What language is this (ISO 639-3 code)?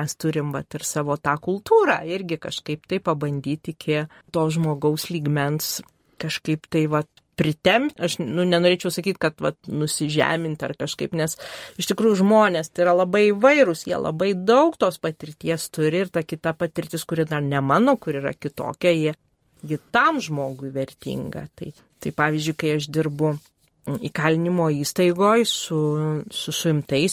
lit